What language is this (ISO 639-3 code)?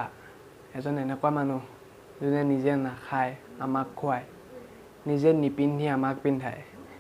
asm